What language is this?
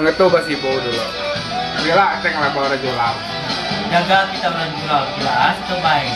Iban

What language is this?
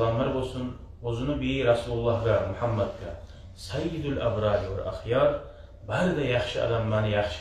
Kumyk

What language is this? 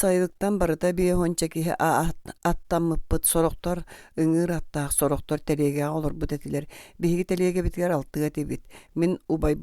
Yakut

